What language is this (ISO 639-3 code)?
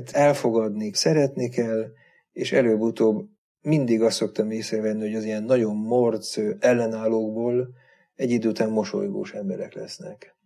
hun